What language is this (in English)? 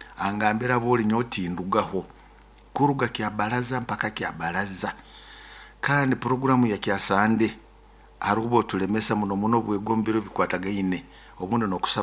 Nyoro